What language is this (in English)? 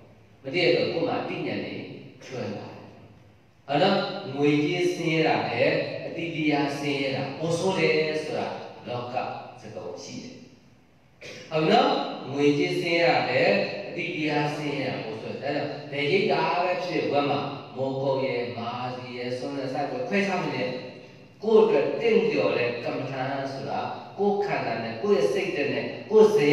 Burmese